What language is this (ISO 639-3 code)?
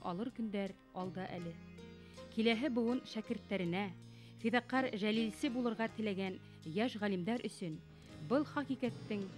bak